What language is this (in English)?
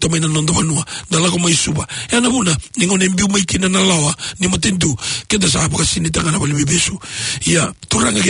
Fijian